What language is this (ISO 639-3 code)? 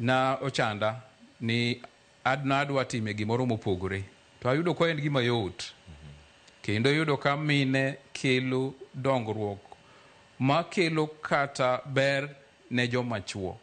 luo